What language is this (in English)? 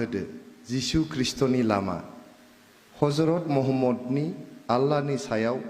Bodo